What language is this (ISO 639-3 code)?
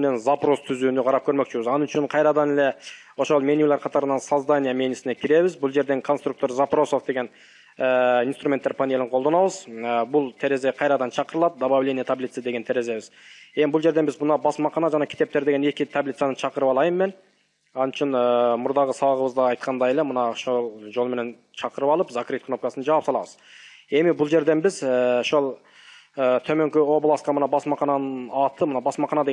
kir